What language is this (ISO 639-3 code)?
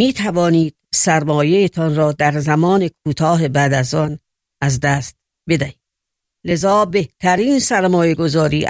fas